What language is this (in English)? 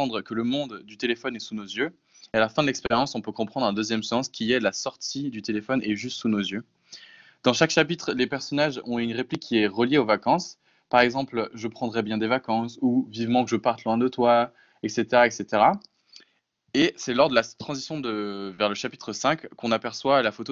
French